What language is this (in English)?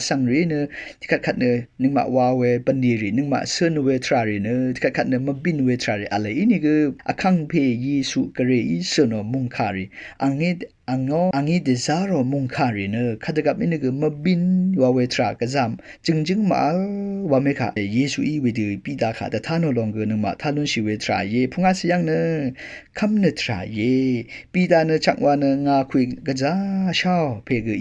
Rawang